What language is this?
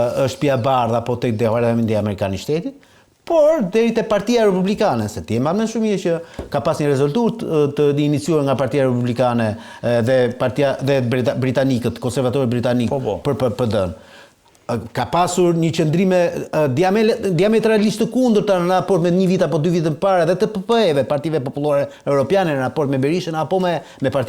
Albanian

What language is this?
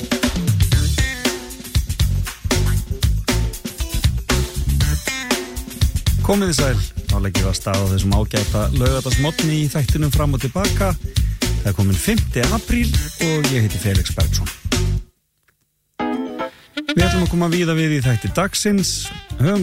Icelandic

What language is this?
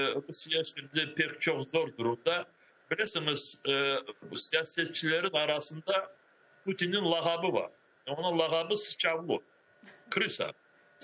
Crimean Tatar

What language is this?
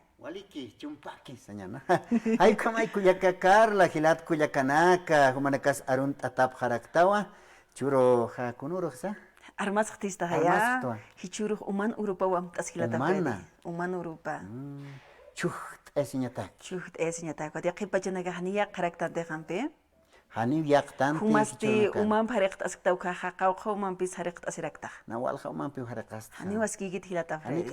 Aymara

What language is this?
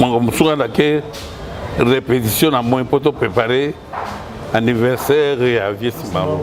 Lingala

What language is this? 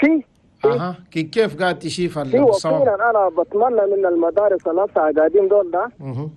Chadian Arabic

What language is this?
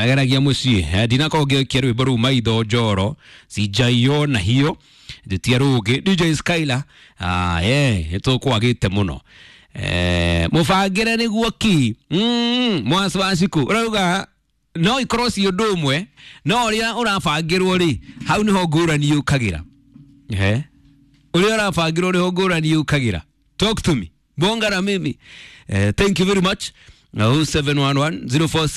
Kikuyu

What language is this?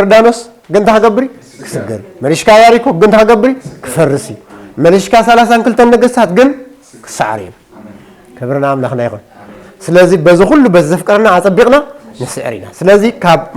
Tigrinya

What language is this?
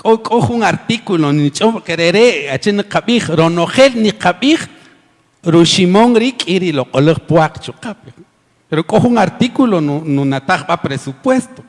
Kaqchikel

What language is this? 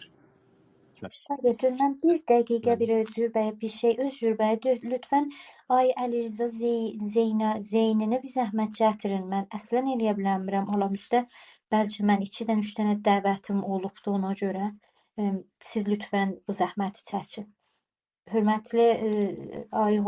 South Azerbaijani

